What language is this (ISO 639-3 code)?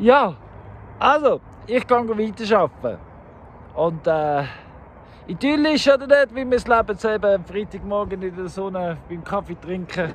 gsw